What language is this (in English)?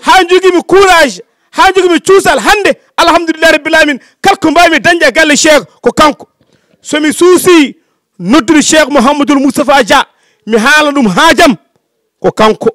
Fula